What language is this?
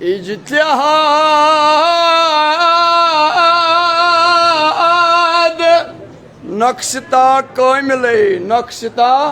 Kashmiri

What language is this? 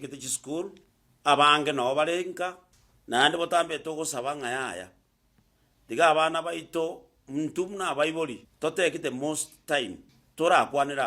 Gusii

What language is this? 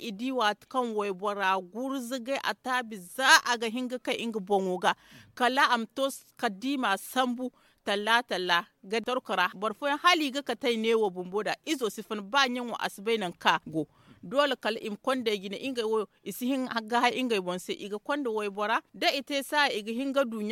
Zarma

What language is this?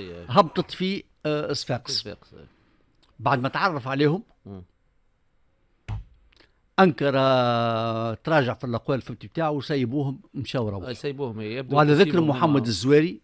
Tunisian Arabic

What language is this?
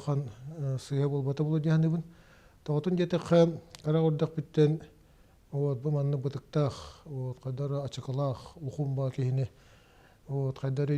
Yakut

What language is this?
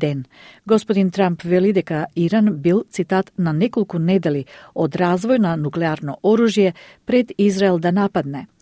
Macedonian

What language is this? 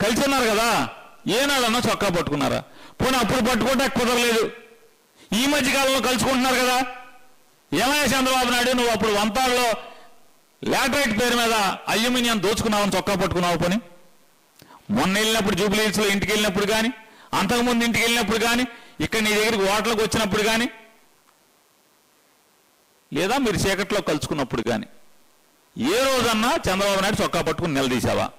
Telugu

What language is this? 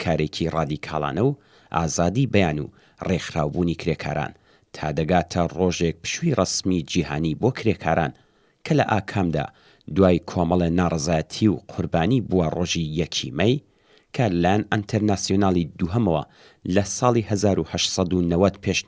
Central Kurdish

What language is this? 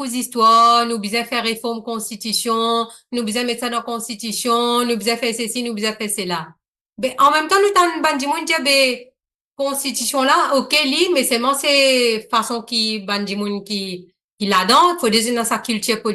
Morisyen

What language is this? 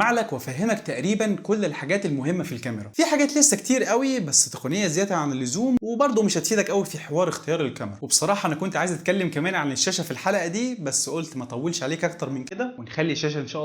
Egyptian Arabic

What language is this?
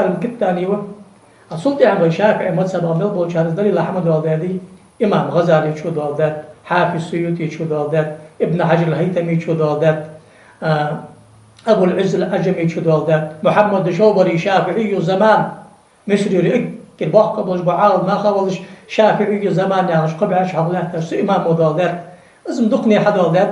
Ingush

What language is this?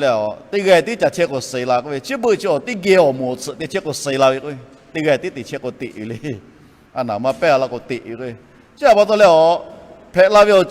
Lahu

